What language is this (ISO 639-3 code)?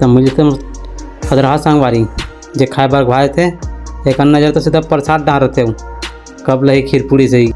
hne